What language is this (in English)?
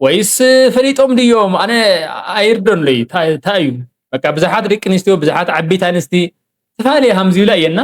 Tigrinya